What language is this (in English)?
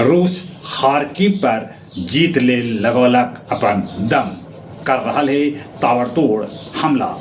Magahi